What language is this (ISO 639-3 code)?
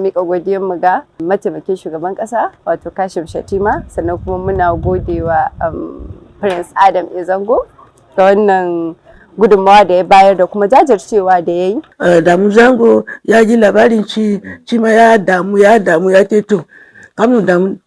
hau